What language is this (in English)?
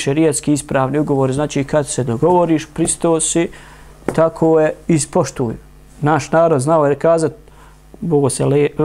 Bosnian